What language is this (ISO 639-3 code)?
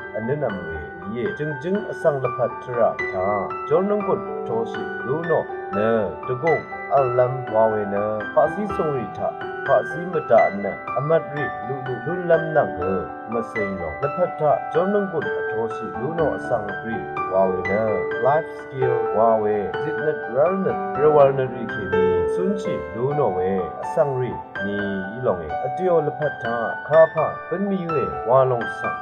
raw